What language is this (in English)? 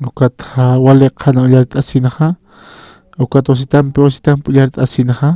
Aymara